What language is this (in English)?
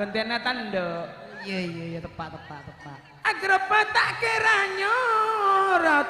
Madurese